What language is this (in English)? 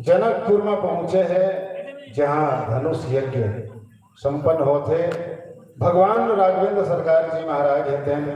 Chhattisgarhi